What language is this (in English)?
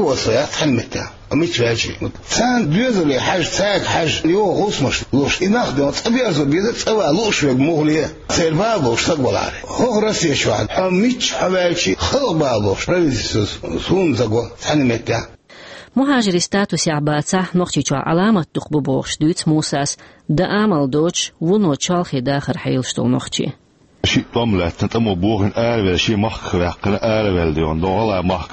Chechen